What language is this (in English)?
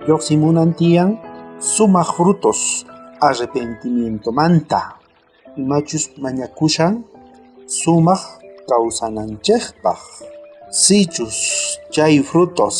South Bolivian Quechua